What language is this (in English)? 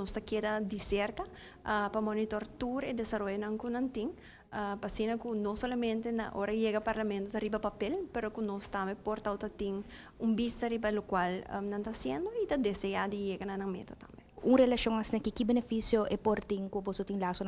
Papiamento